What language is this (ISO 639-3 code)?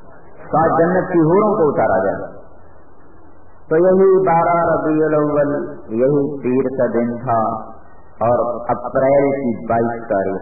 urd